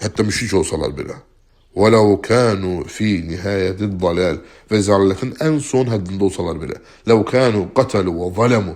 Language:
Azerbaijani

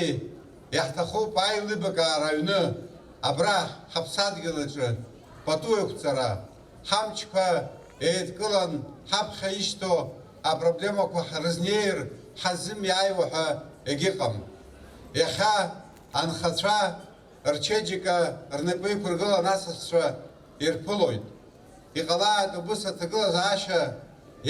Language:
Abkhazian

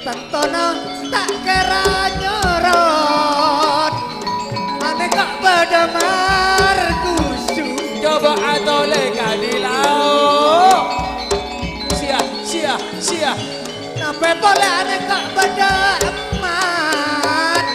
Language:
Madurese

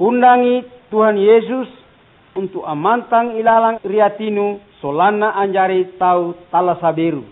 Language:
Makasar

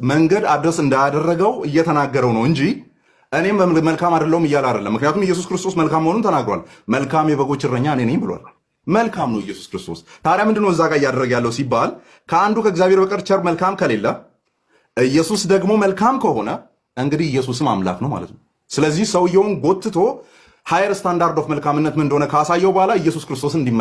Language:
Amharic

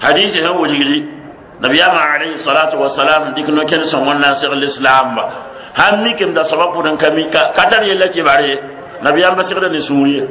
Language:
Mossi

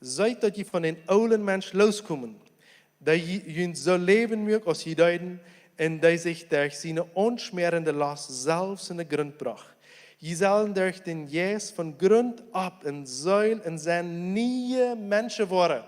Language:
Plautdietsch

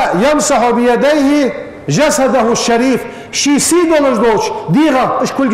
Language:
Ingush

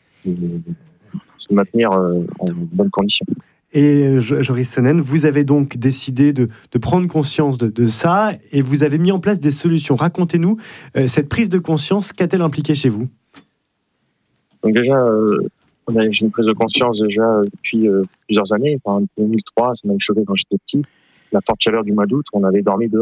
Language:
French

